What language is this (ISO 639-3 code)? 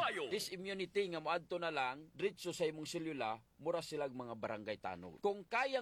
ceb